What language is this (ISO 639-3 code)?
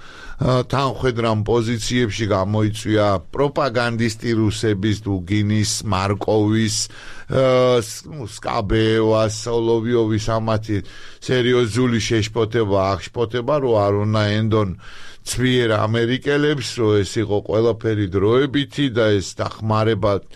kat